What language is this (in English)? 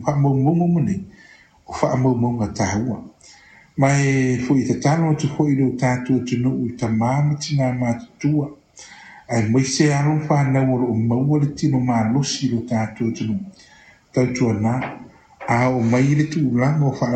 Samoan